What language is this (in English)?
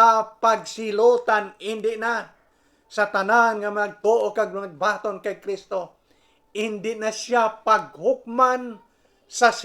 Hiligaynon